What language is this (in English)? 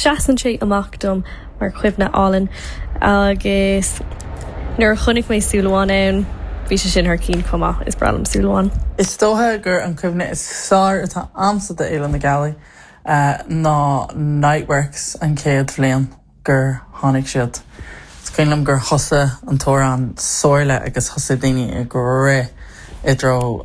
Irish